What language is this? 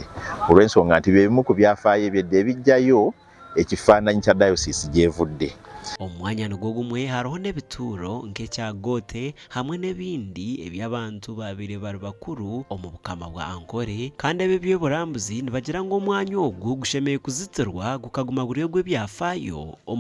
Nyankole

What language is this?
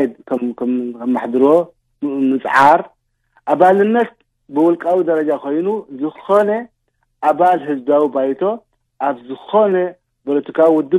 Tigrinya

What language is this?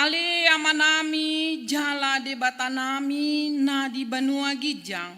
Batak Toba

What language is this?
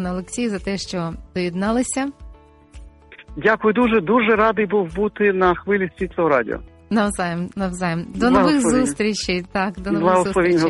Ukrainian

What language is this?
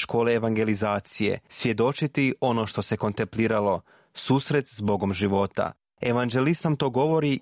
Croatian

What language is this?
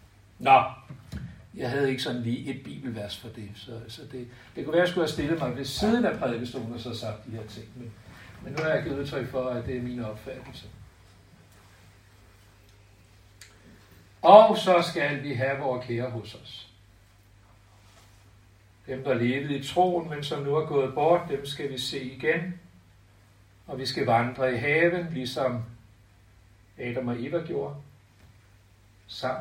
Danish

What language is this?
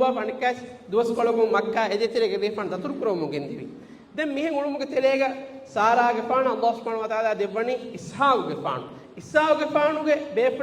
Divehi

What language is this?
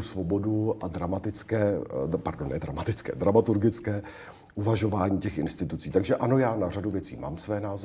Czech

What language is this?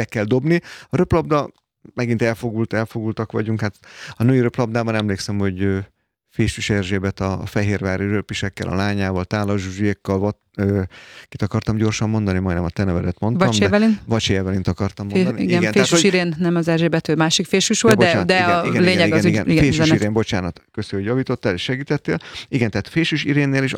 Hungarian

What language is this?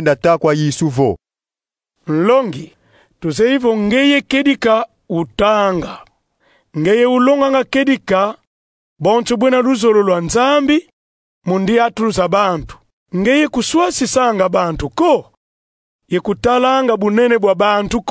Kongo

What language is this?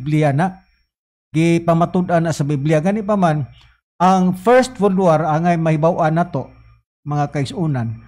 Cebuano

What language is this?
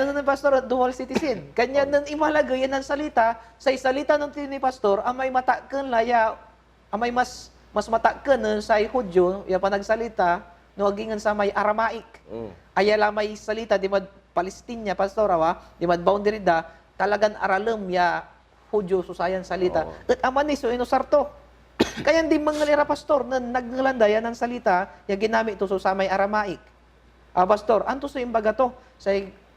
Pangasinan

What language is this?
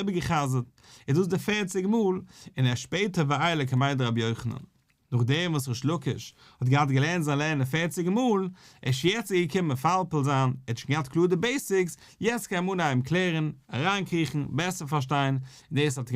Yiddish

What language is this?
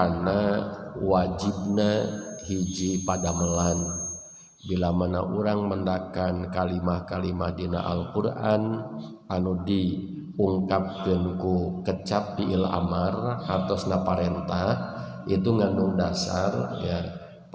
Sundanese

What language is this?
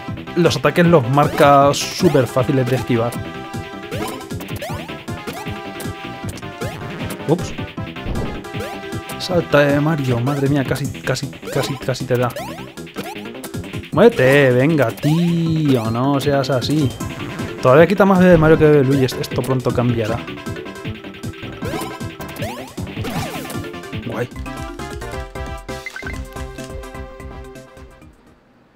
Spanish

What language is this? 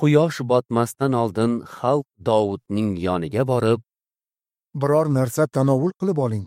Uzbek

